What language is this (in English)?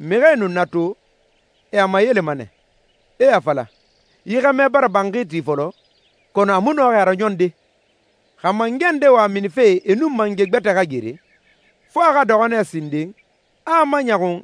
Susu